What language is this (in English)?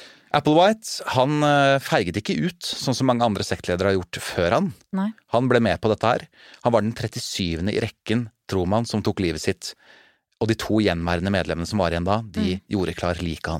Norwegian